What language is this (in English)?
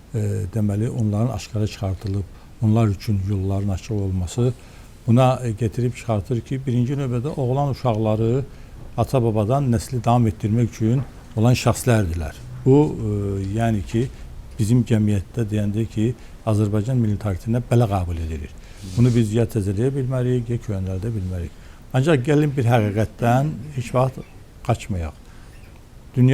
Azerbaijani